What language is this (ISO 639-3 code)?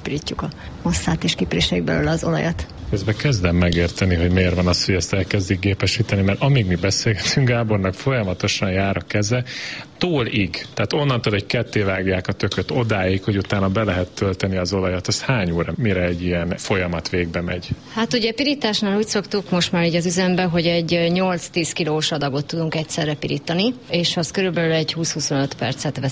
hun